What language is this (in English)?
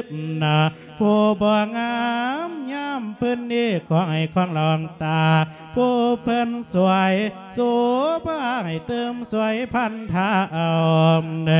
Lao